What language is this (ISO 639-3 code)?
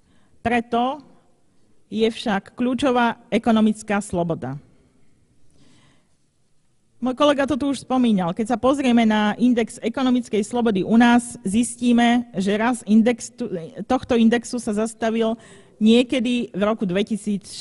slk